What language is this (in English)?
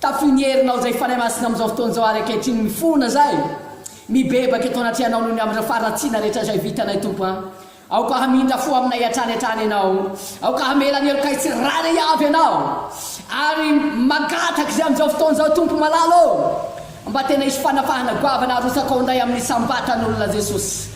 Malagasy